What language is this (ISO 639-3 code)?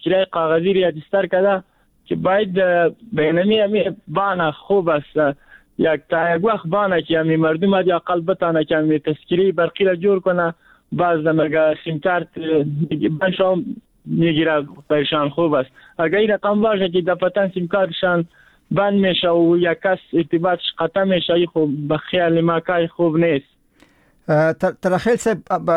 fas